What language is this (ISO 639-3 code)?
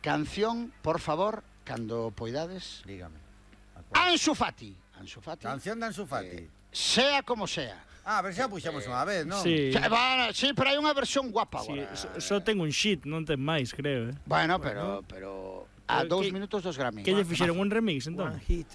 glg